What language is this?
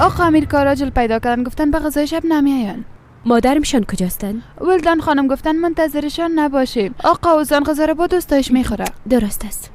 Persian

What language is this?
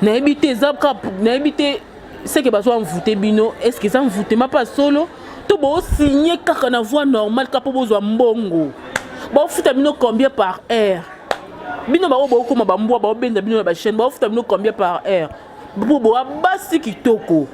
Lingala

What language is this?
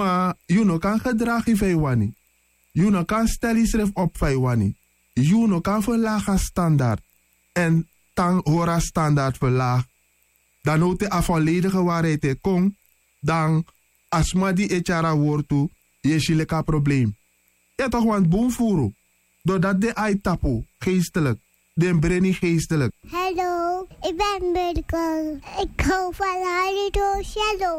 Sranan Tongo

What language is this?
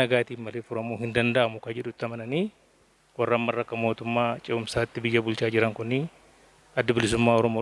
Oromo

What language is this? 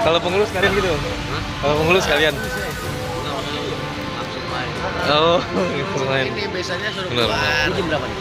Betawi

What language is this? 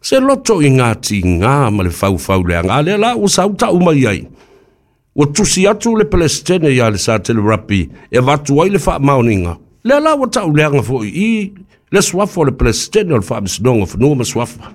Samoan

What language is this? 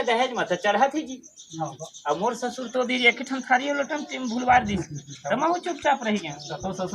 Chhattisgarhi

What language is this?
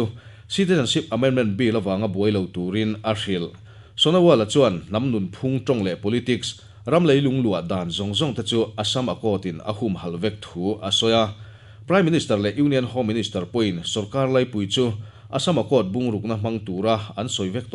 Mizo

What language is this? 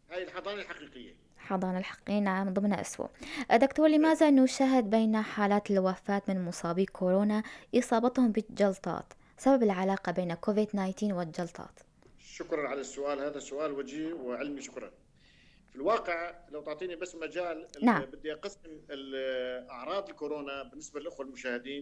North Levantine Arabic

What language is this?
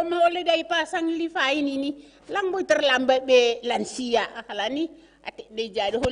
Batak Simalungun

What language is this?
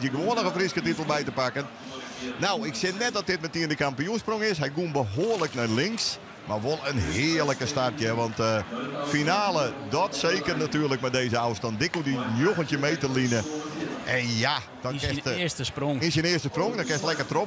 Western Frisian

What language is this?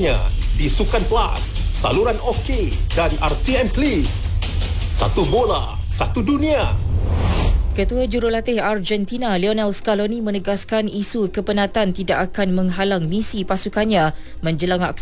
Malay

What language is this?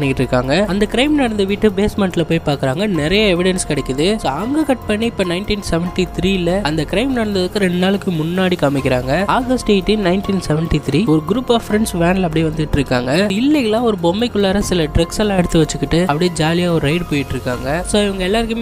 Tamil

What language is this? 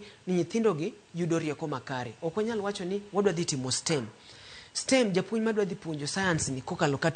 Luo (Kenya and Tanzania)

